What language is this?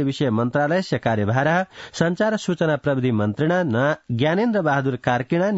Sanskrit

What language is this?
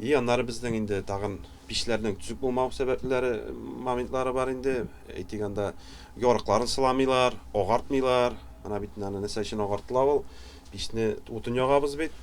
Tatar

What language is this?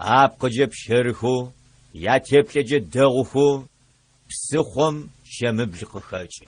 Adyghe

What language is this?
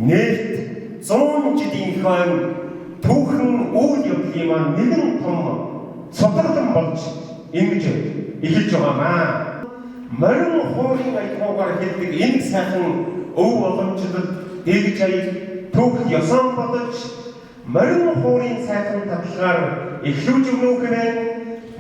Mongolian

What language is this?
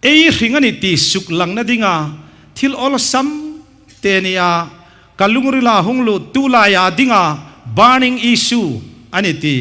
Hmar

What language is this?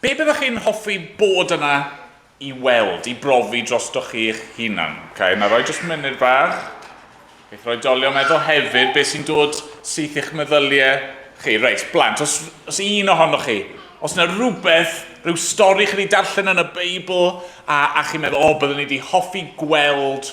Welsh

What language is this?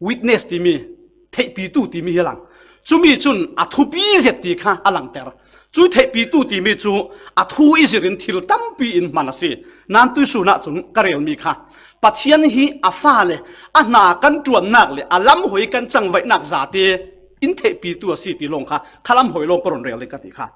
Falam Chin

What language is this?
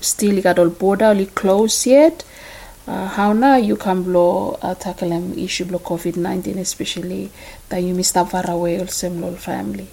Bislama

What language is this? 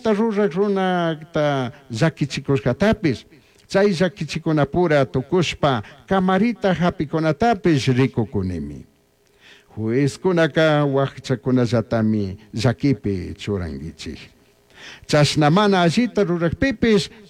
Chimborazo Highland Quichua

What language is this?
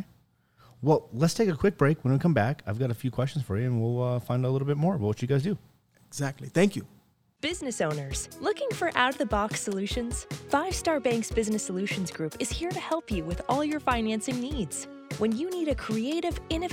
English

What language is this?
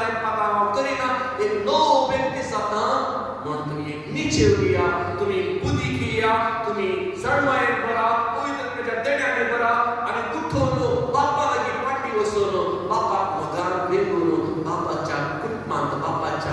Konkani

